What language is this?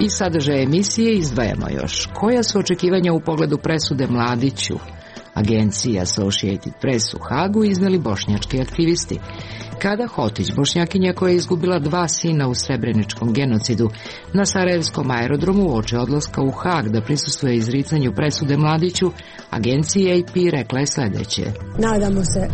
Serbian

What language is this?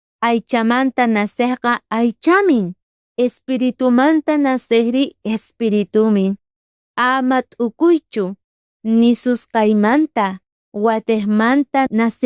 South Bolivian Quechua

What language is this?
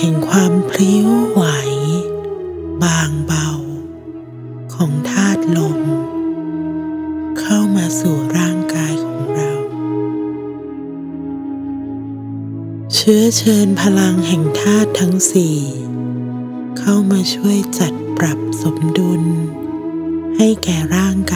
Thai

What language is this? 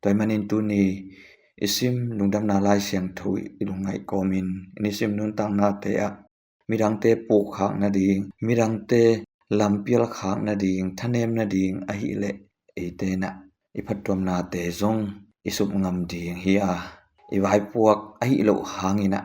Tedim Chin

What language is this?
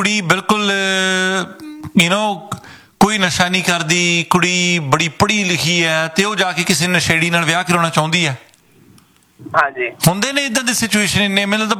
Punjabi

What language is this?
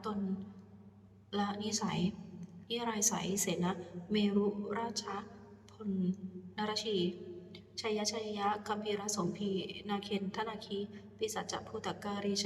Pali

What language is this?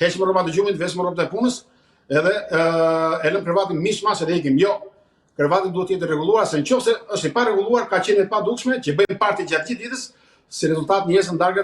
Albanian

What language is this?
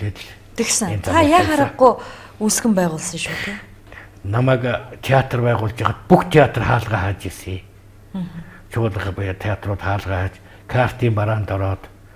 Mongolian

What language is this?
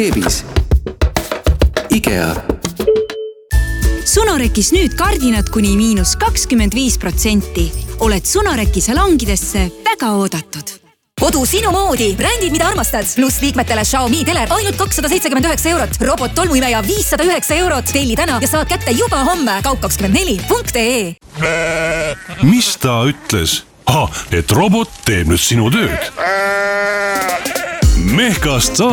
Estonian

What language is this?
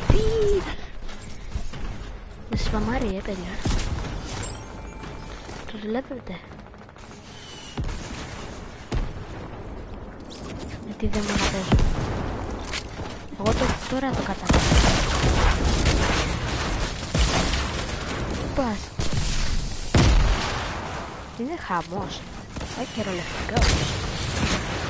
Greek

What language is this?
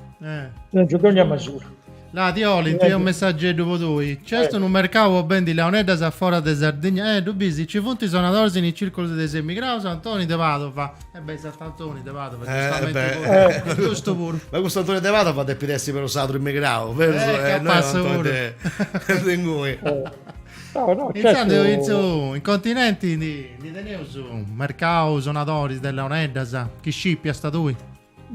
Sardinian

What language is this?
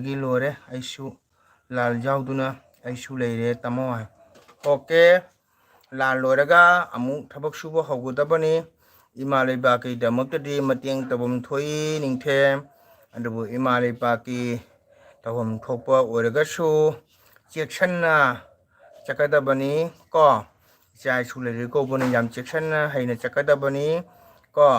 Manipuri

